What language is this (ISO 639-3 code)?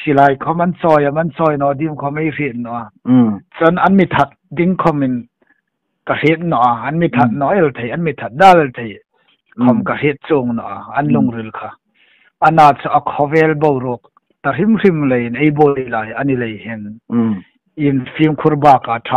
hmr